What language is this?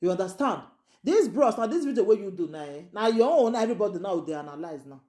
Nigerian Pidgin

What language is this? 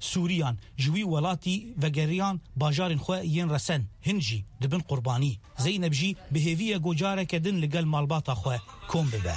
Kurdish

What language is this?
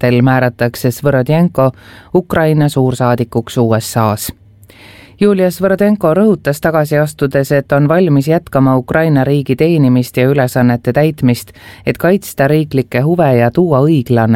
Estonian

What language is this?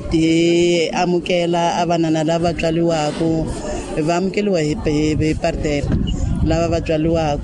Tsonga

